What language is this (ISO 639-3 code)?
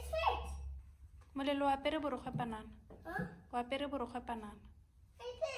tsn